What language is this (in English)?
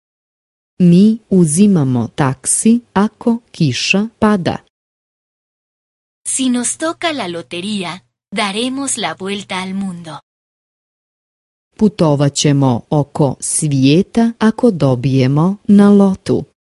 Croatian